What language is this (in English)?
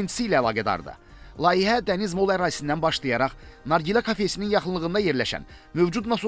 Azerbaijani